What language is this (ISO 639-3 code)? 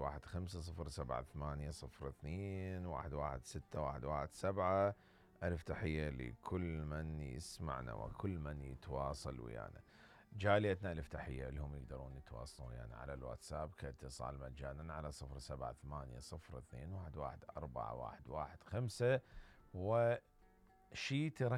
acm